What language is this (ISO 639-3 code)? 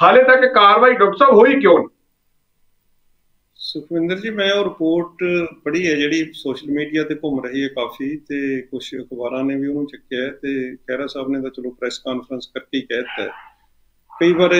pan